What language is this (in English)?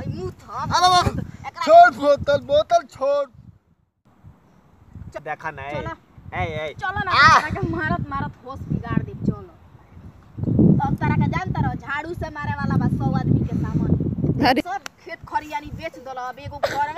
Bhojpuri